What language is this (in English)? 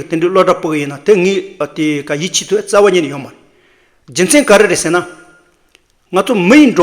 Tibetan